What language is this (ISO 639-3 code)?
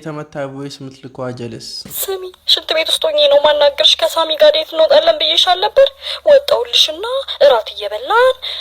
amh